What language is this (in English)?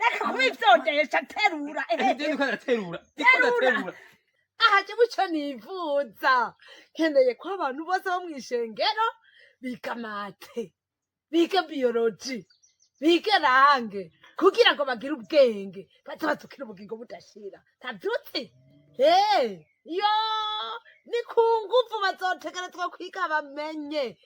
Rundi